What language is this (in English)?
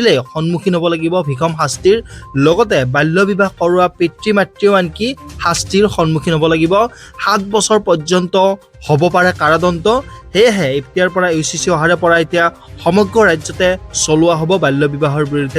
Assamese